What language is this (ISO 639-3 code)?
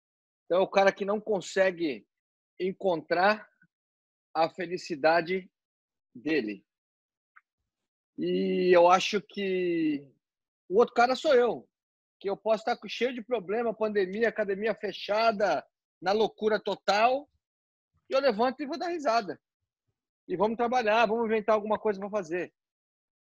por